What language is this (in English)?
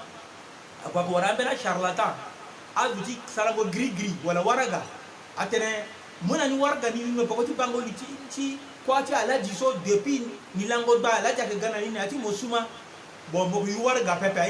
Sango